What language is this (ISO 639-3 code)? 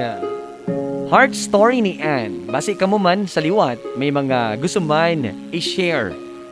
hil